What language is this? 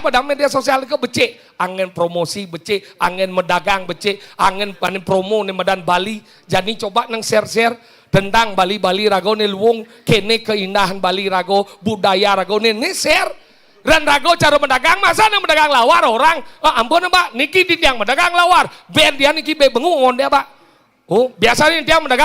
Balinese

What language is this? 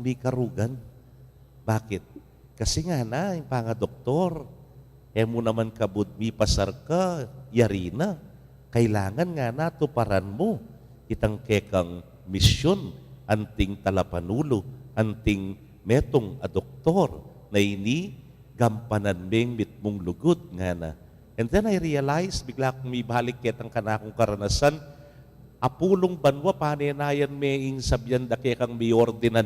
Pampanga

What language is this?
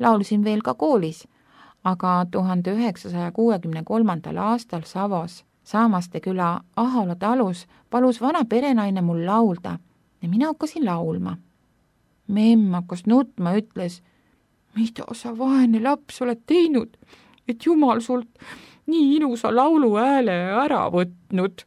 Estonian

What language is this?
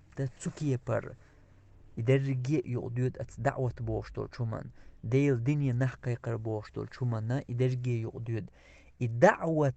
Chechen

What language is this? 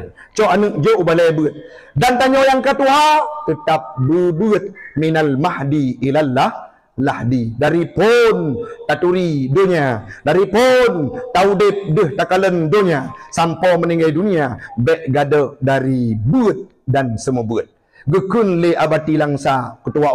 Achinese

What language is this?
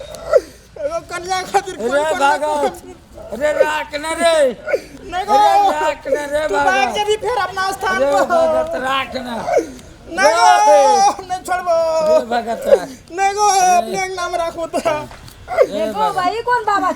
Maithili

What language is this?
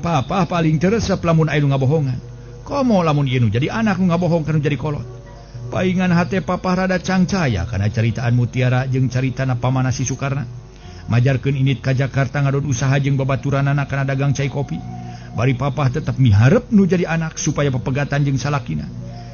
Sundanese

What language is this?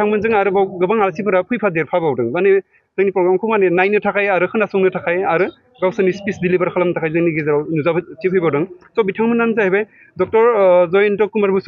Bodo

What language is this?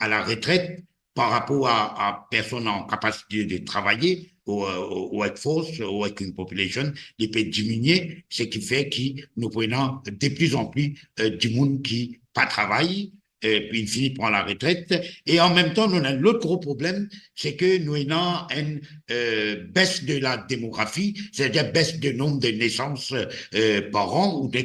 Morisyen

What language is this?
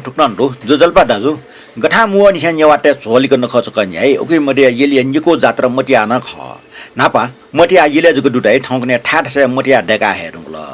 Newari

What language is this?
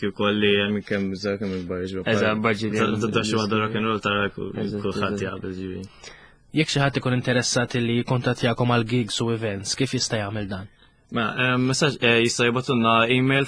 Maltese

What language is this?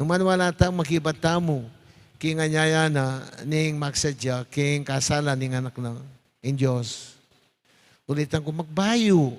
Pampanga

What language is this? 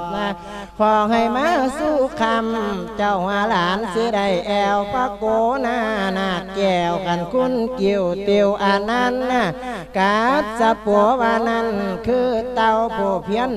Lao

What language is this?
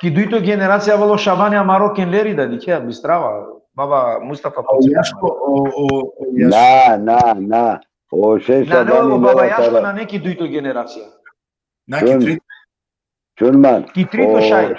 Balkan Romani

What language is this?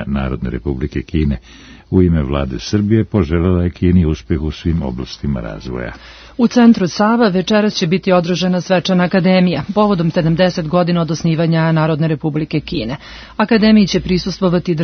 Serbian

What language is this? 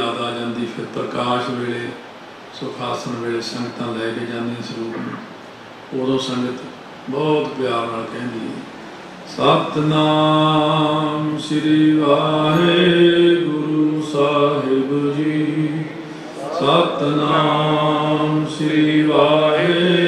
Punjabi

